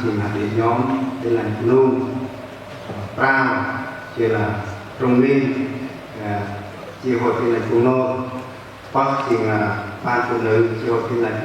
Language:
Central Mnong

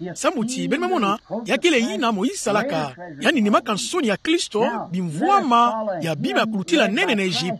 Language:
Kituba (Democratic Republic of Congo)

